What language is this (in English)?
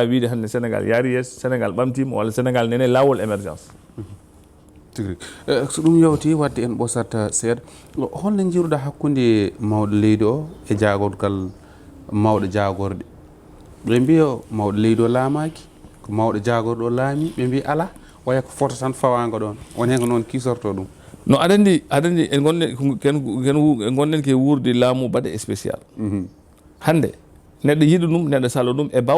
Fula